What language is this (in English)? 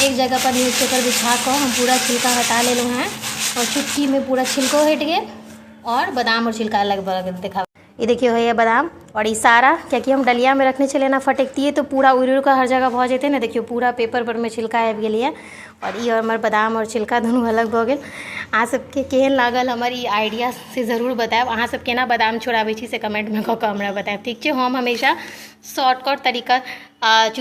Maithili